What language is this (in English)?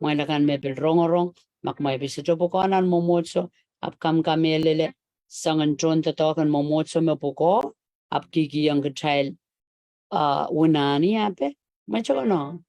Pohnpeian